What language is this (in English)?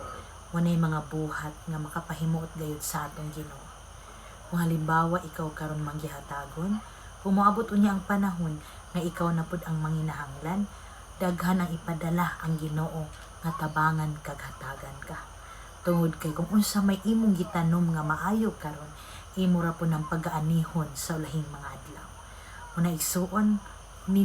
Cebuano